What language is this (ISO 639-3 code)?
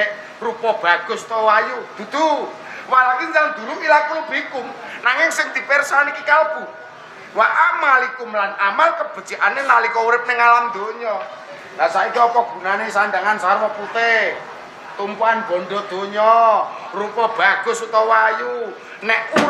jav